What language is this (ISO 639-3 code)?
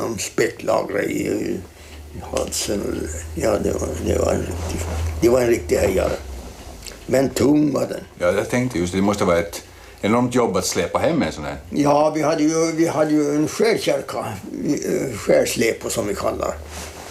swe